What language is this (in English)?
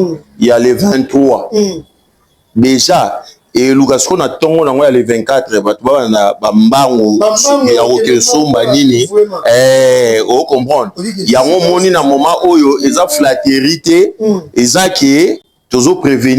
Lingala